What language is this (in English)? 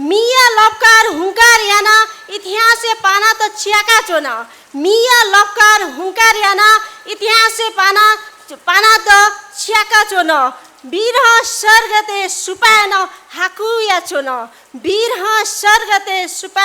Newari